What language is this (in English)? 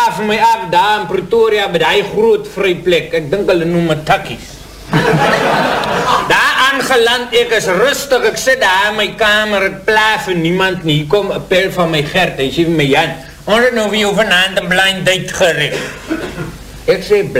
Afrikaans